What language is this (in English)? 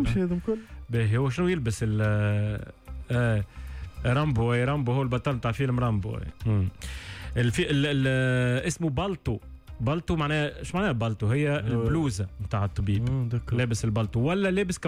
Tunisian Arabic